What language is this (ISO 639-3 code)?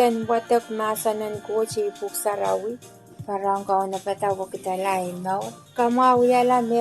pon